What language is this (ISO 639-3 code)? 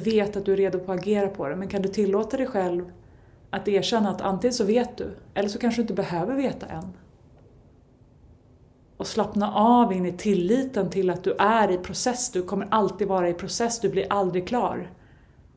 swe